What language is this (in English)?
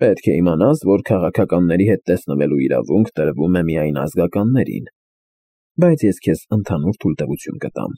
Armenian